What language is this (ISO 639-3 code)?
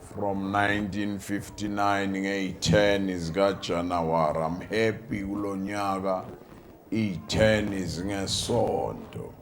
zul